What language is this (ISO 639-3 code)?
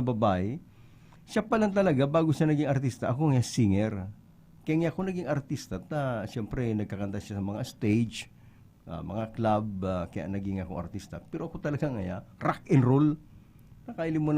bik